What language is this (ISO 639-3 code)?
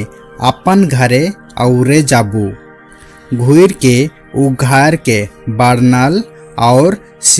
sck